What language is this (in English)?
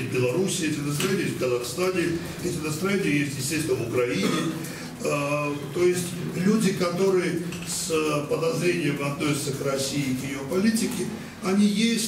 Russian